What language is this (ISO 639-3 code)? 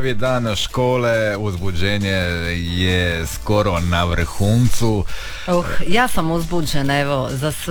hrv